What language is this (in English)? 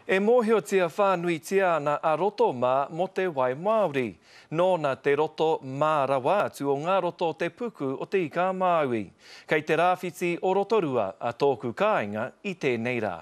Māori